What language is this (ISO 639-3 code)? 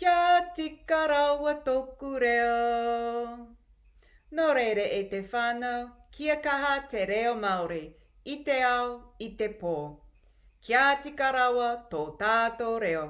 mri